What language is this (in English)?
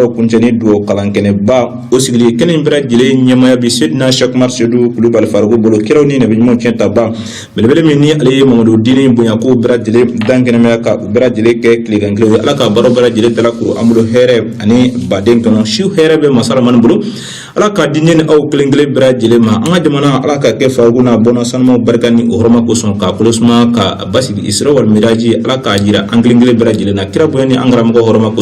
Bambara